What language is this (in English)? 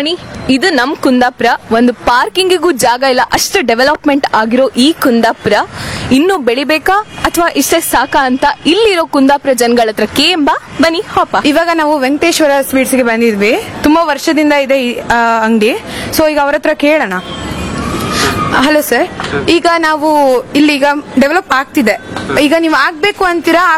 Kannada